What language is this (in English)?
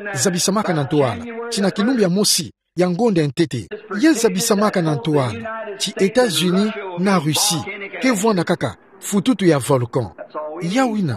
Kituba (Democratic Republic of Congo)